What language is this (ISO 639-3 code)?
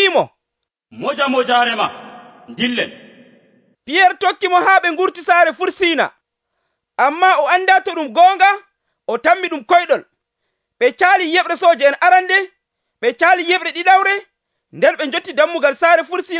fuv